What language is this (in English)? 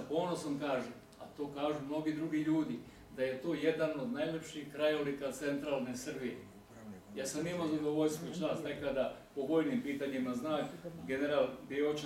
Serbian